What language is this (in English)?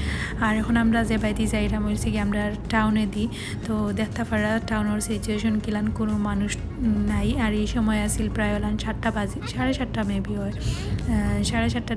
Sylheti